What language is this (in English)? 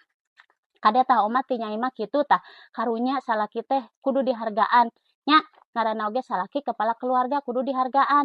Sundanese